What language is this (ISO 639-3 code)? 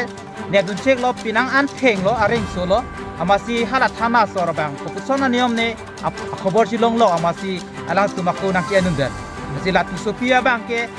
mjw